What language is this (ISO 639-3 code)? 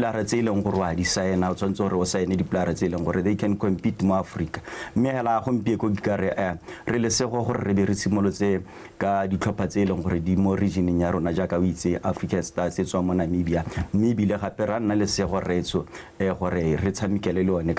tsn